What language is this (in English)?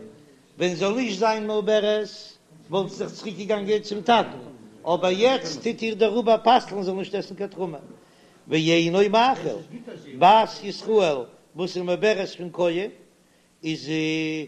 Yiddish